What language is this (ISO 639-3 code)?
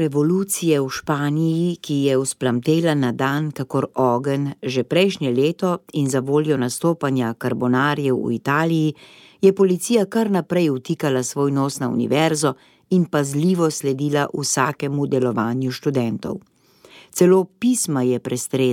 slv